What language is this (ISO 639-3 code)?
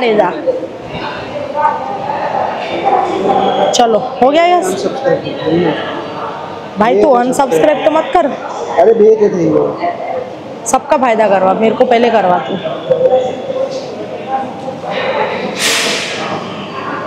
hin